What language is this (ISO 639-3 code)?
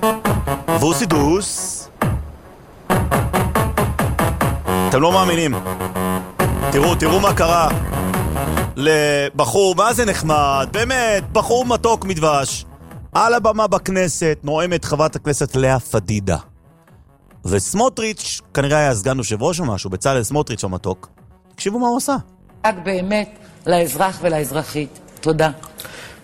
heb